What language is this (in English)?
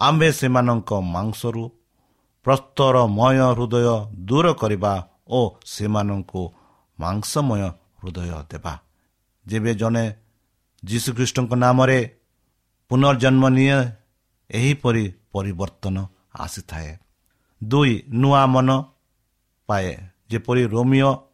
Odia